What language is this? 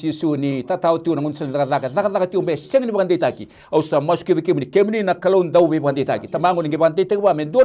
Fijian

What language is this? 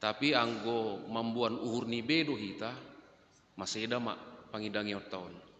Batak Simalungun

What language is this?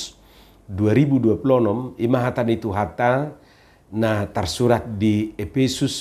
Batak Toba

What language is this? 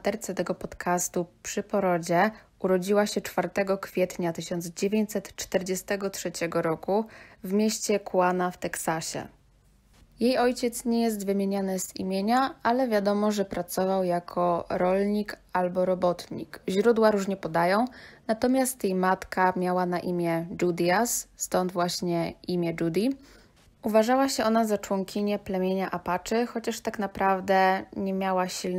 Polish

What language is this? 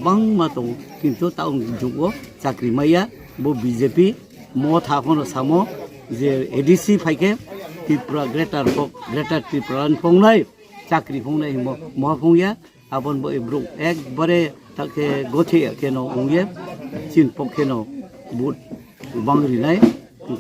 Riang (India)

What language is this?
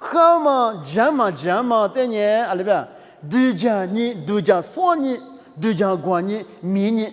Lisu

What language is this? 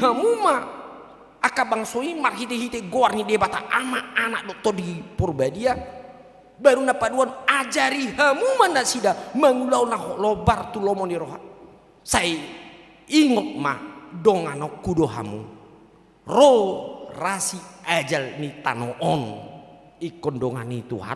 Batak Toba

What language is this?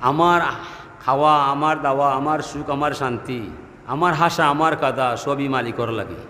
Sylheti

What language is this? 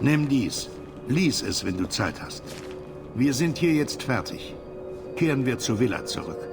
Bavarian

